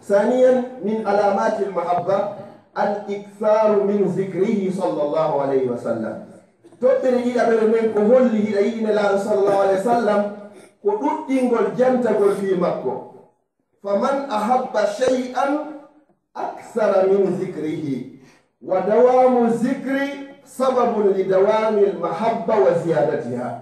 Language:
Fula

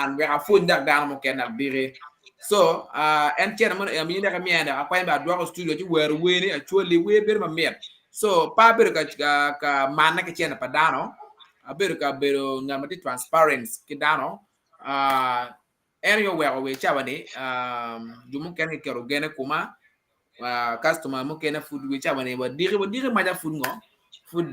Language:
Acoli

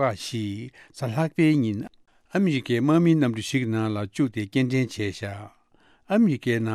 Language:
Tibetan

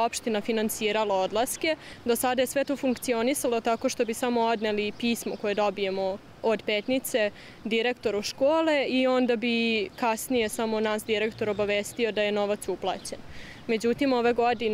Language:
Serbian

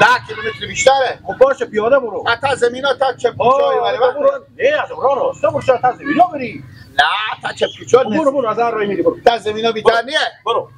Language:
Persian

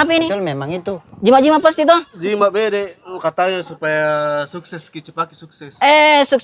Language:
Makassar Malay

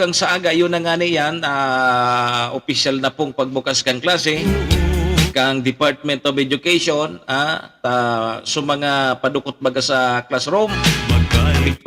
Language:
Bikol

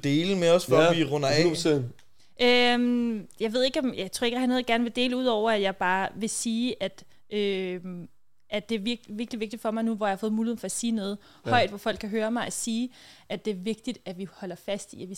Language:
Danish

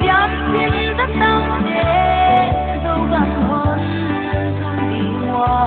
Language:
Paite Chin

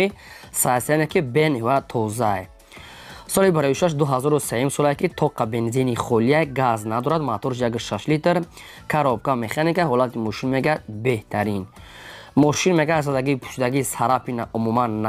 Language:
Tajik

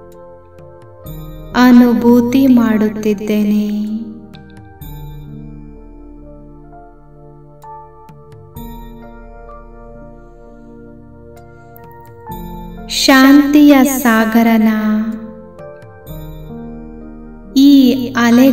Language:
Kannada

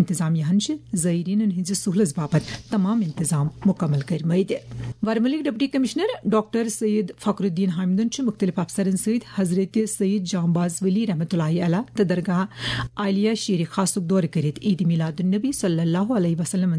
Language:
Kashmiri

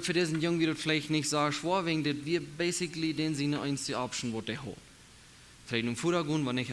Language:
Plautdietsch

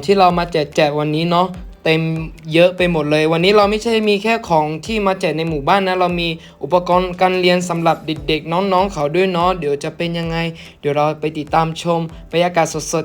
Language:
Akha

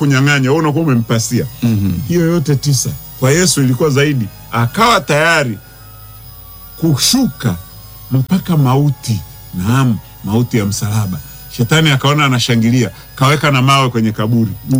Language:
Swahili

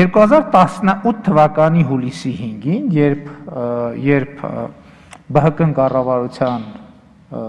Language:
Armenian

